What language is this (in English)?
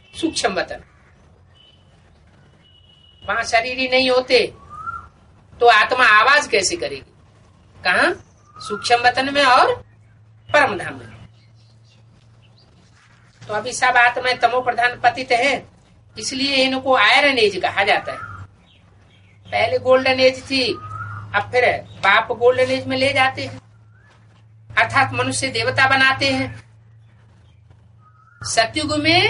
Hindi